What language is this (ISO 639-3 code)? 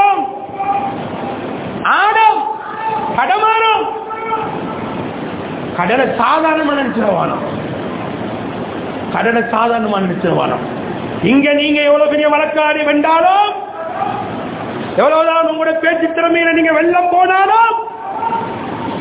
tam